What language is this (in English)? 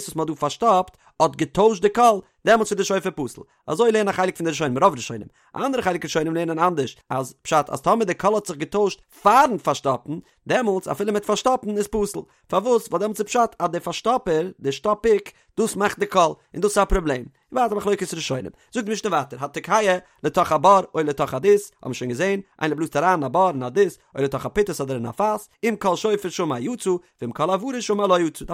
Yiddish